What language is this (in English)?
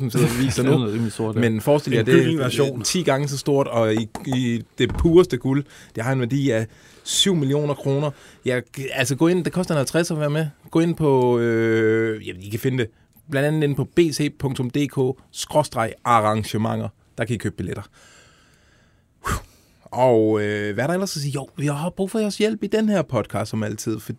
Danish